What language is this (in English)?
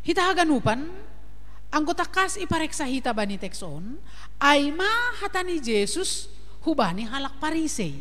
Batak Simalungun